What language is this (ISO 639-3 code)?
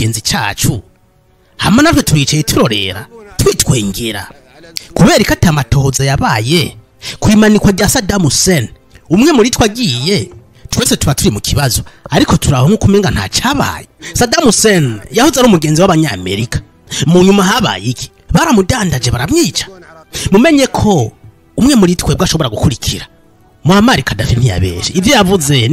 run